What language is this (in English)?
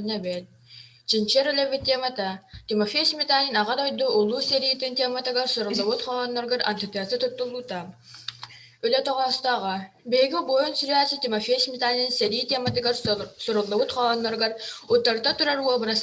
Yakut